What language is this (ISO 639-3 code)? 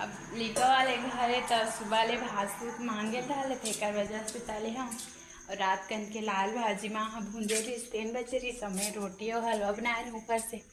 hne